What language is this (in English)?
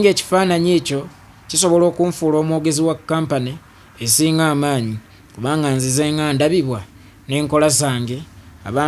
Ganda